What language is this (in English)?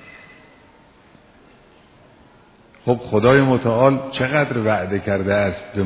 Persian